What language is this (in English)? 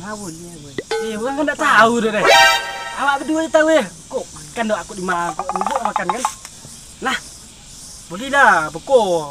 Minangkabau